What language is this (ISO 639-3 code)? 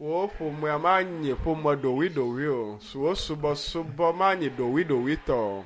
ewe